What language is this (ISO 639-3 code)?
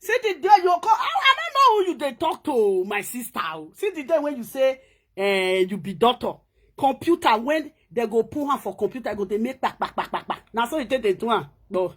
pcm